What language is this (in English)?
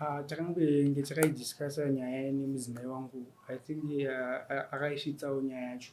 Shona